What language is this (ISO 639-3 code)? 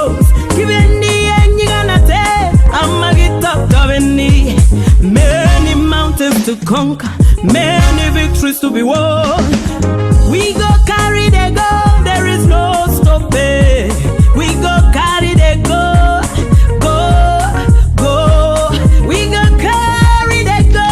kln